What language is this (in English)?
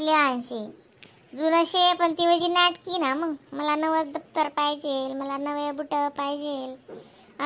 Khandesi